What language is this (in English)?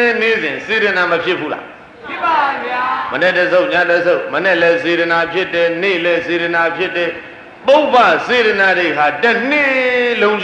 Burmese